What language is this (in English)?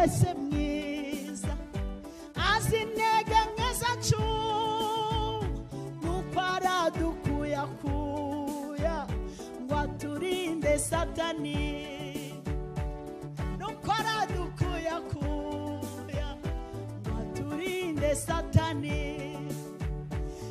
Kinyarwanda